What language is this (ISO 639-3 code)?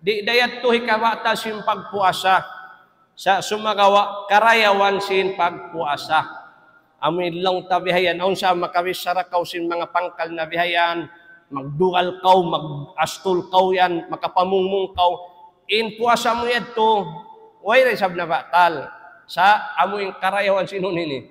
tsg